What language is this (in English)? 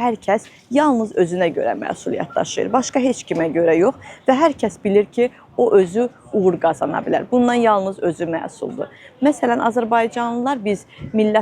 Azerbaijani